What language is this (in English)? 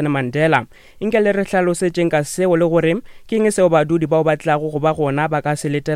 Northern Sotho